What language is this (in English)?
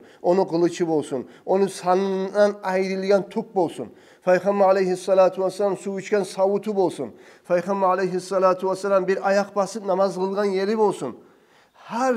Kumyk